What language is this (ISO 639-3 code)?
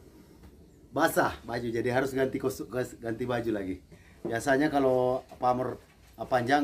ind